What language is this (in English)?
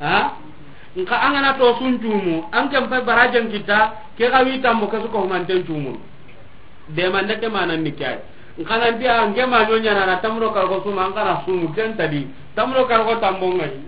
Soninke